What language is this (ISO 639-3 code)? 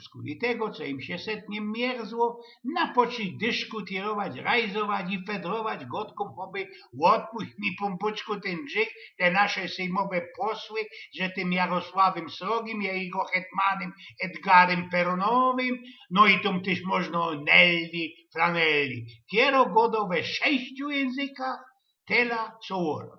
szl